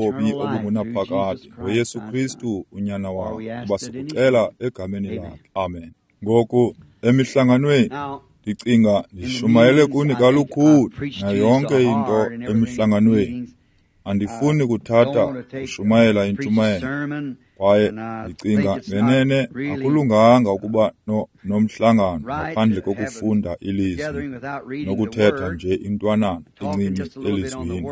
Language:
Xhosa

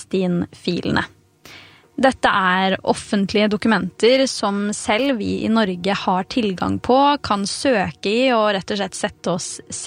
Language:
Norwegian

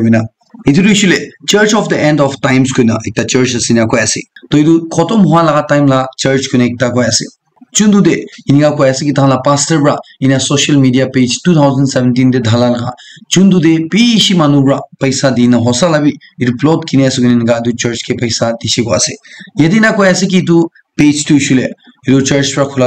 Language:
Naga Pidgin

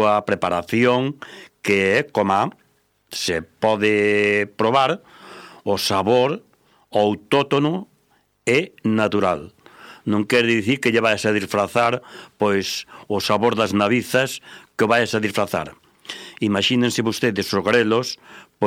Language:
Galician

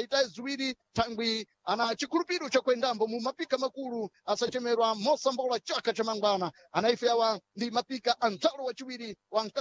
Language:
Sena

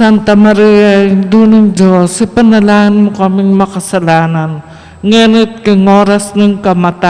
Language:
Pampanga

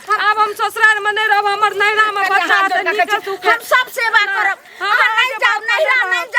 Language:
Maithili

